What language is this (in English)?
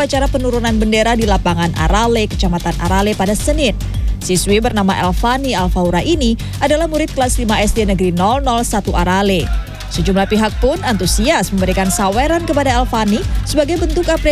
Indonesian